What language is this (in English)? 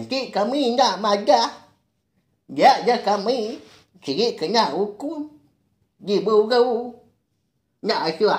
Iban